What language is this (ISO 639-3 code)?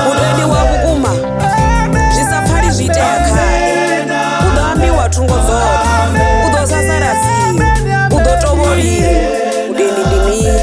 ven